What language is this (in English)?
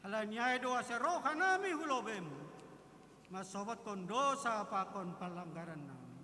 Batak Simalungun